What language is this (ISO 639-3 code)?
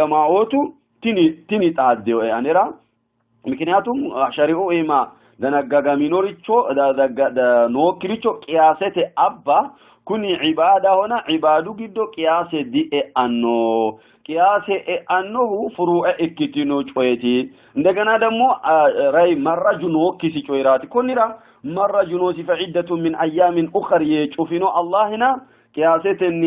sid